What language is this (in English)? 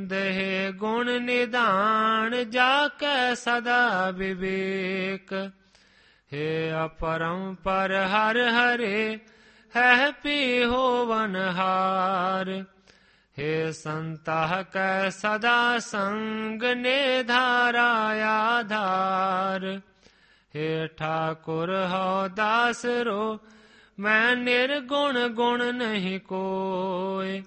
Punjabi